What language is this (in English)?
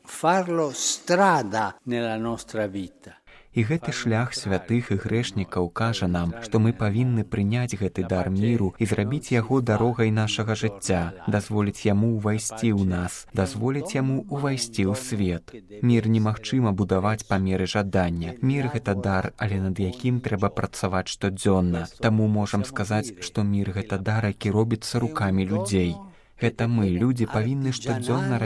Belarusian